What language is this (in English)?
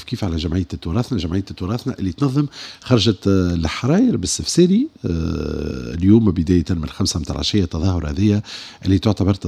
Tunisian Arabic